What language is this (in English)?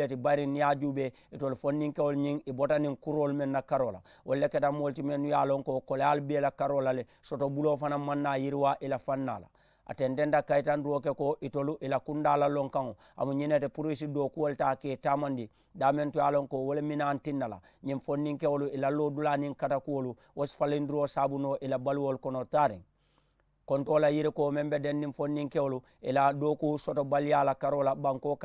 Mandingo